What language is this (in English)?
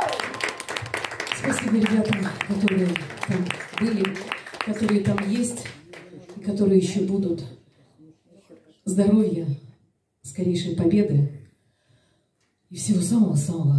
Russian